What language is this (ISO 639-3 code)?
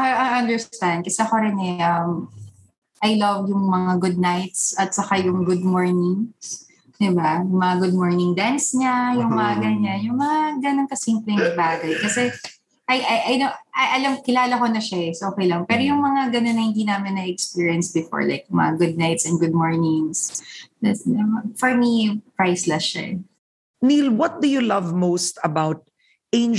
fil